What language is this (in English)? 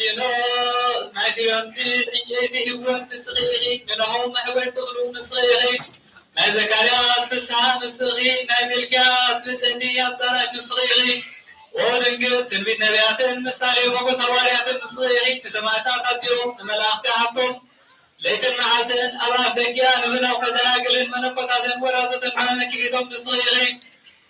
Tigrinya